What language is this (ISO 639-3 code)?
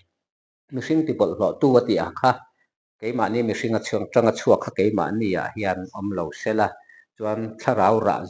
lus